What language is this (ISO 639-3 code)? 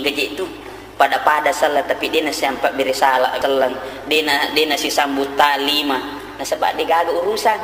bug